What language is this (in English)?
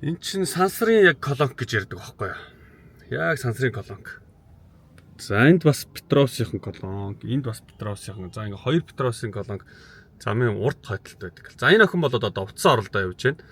Mongolian